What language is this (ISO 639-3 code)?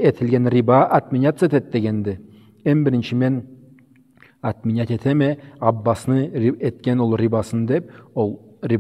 krc